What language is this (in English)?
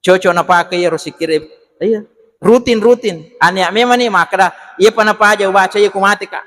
Buginese